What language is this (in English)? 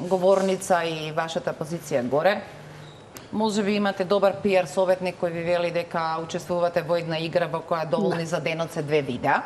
Macedonian